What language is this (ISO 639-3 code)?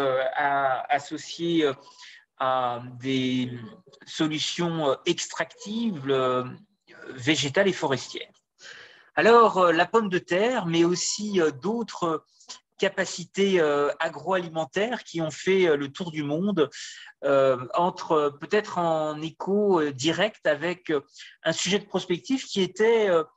fra